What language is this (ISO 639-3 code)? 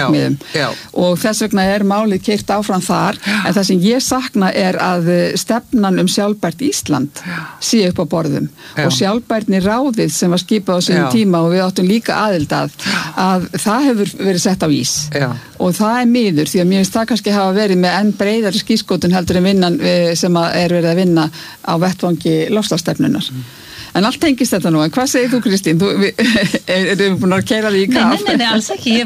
isl